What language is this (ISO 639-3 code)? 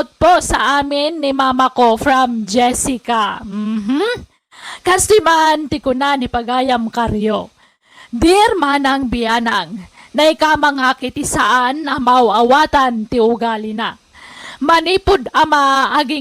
ilo